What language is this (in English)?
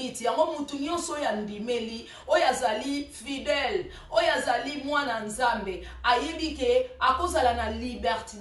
Lingala